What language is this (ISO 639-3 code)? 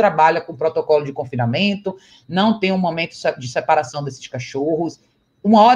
por